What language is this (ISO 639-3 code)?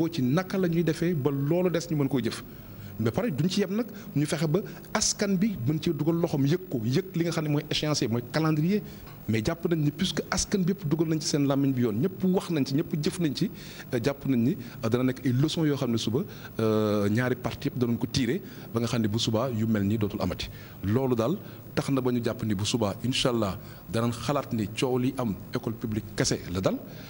wol